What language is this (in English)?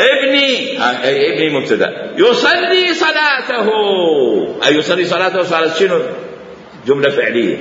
Mesopotamian Arabic